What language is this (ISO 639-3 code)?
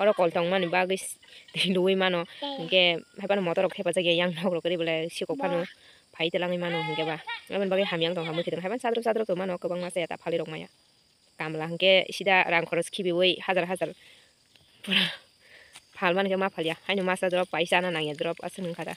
trp